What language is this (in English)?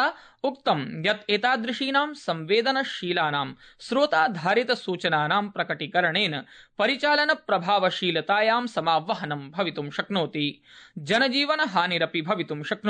Sanskrit